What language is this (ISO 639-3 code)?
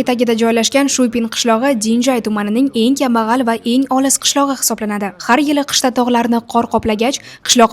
uzb